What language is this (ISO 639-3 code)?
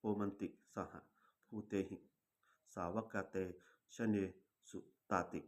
pli